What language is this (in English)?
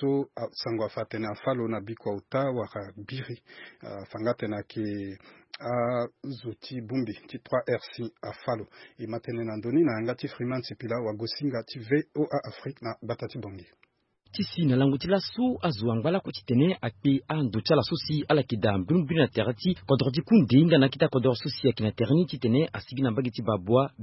Sango